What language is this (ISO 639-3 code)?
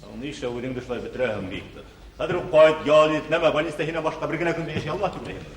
bak